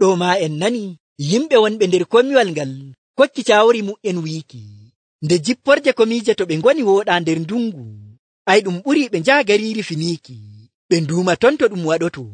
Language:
Nigerian Fulfulde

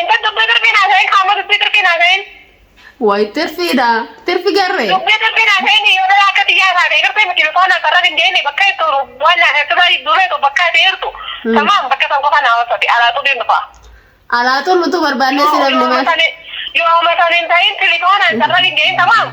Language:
Oromo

